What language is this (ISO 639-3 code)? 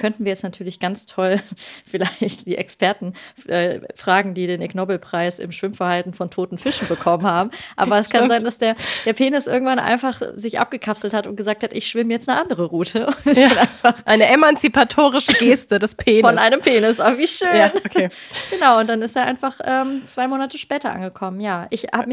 deu